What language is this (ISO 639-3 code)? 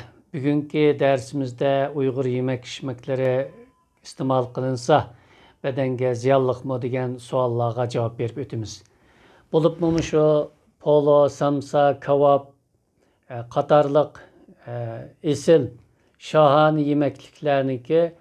uig